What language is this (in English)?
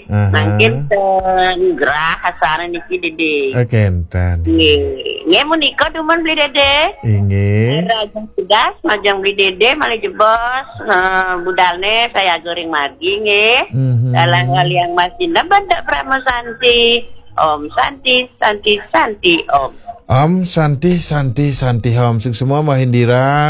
Balinese